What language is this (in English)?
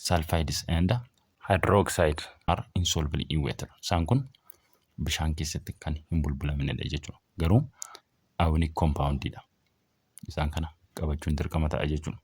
Oromo